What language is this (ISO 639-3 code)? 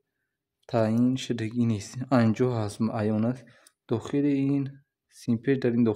tgk